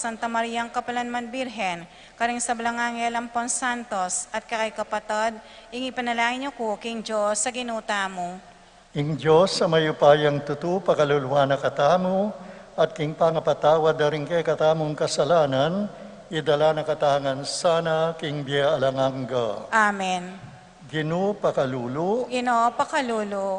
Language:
Pampanga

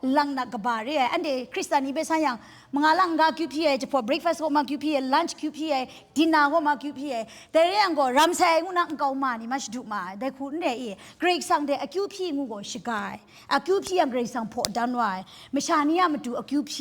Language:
Kachin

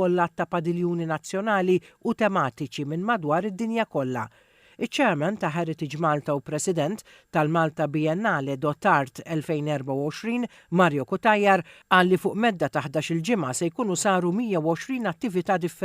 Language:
Maltese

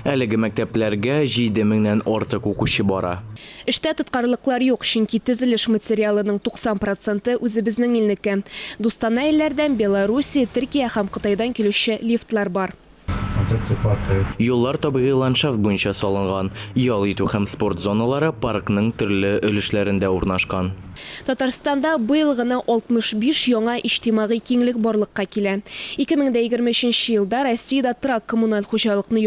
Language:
Tatar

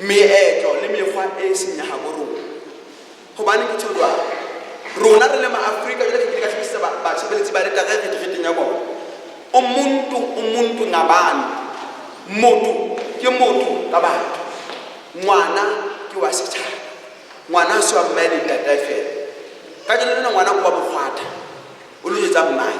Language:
Southern Sotho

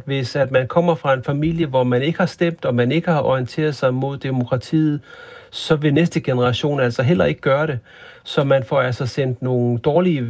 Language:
Danish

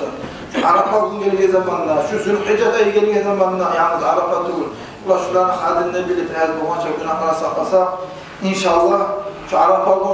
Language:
Kumyk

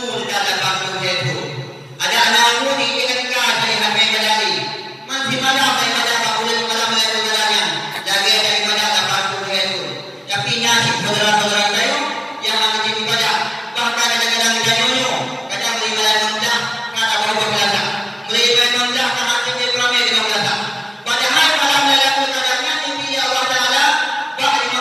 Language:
Achinese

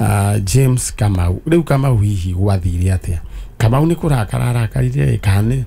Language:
Kikuyu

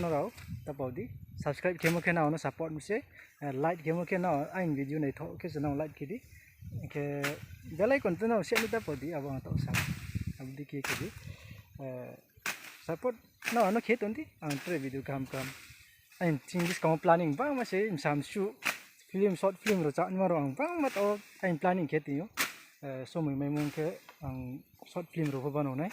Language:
Riang (India)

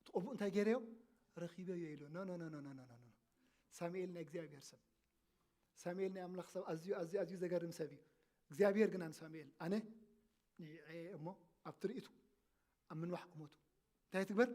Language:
Tigrinya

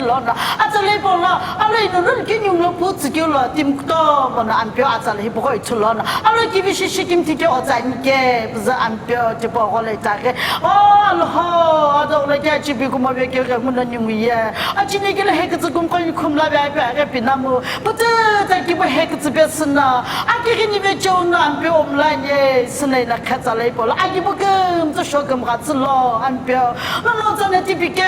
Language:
Sumi Naga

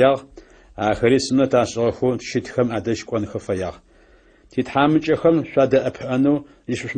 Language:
Adyghe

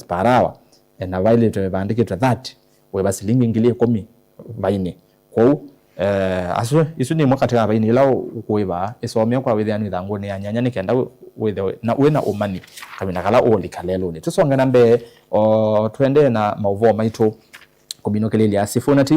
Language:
Kamba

